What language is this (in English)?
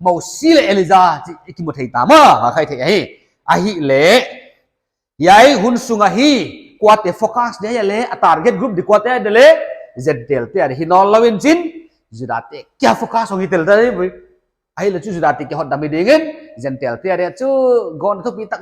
Paite Chin